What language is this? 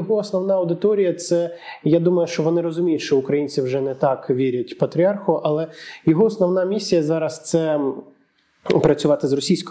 Ukrainian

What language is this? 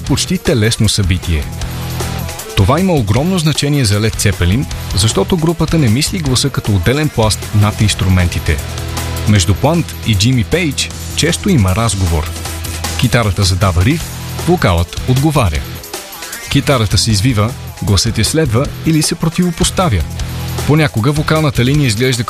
Bulgarian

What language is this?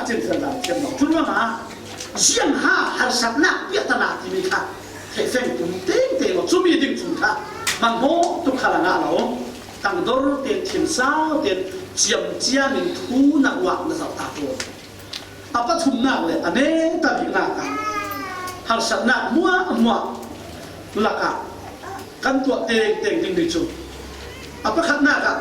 Falam Chin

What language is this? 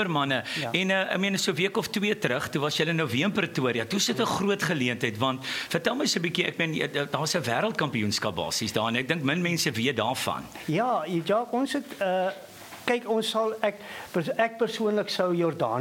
Afrikaans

